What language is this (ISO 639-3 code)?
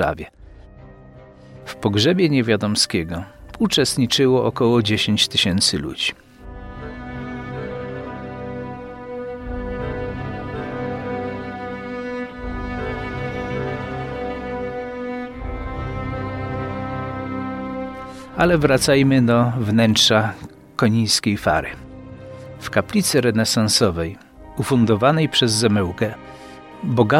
pol